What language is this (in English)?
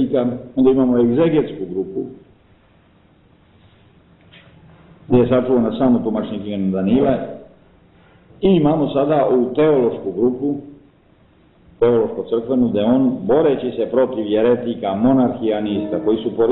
Serbian